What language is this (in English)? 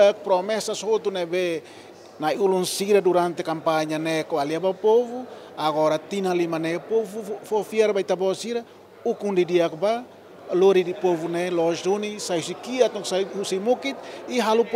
Tetum